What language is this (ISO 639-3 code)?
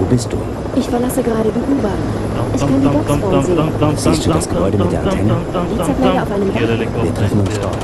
bar